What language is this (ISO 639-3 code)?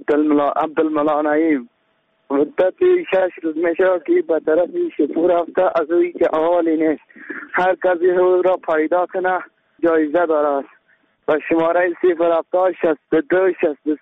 fas